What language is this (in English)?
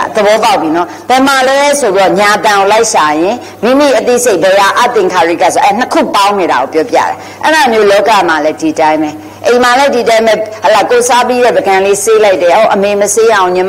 Burmese